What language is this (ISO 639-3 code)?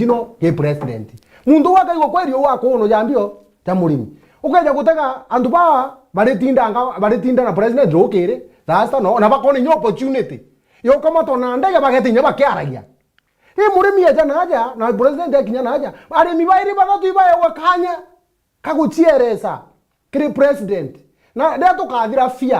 mer